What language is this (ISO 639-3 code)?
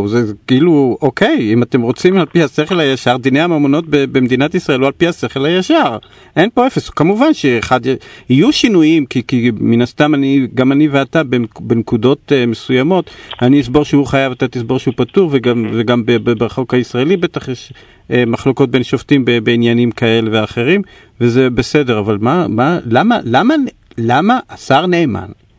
heb